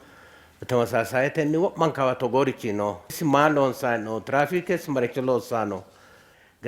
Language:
Sidamo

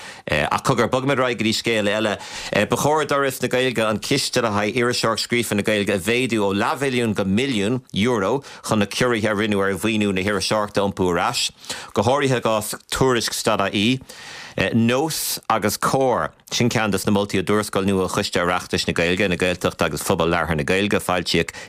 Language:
Irish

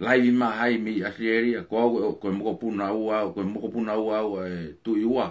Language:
Tongan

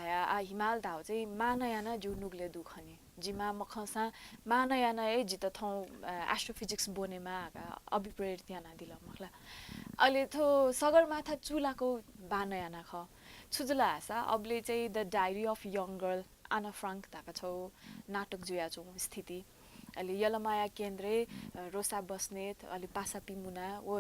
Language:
Newari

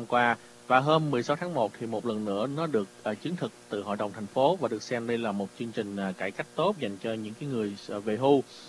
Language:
Vietnamese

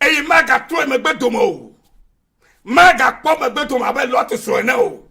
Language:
Ewe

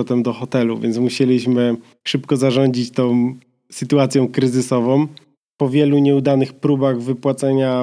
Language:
Polish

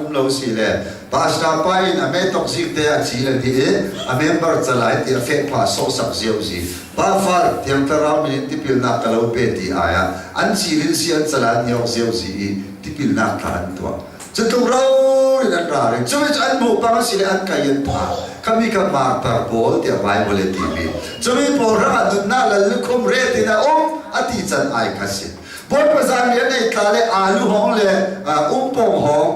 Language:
Hakha Chin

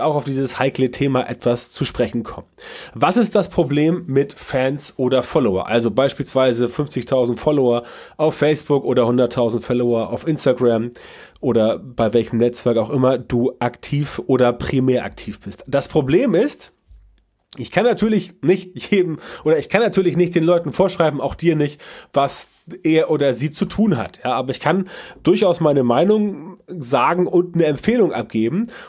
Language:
German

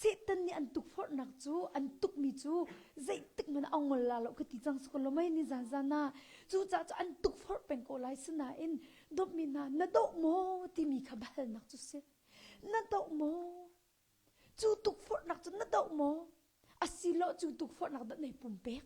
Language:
Hakha Chin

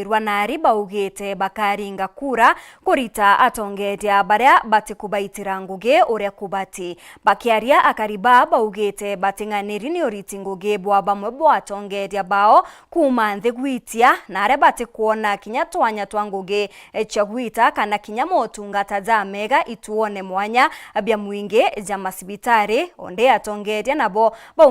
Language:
Meru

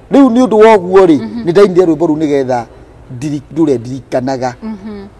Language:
Kikuyu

